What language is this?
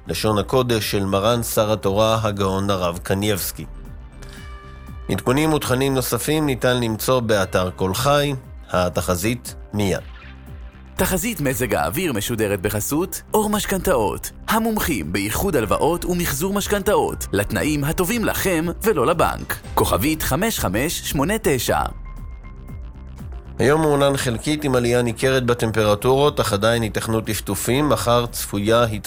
Hebrew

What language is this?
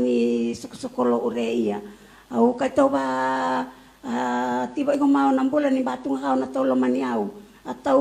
Fijian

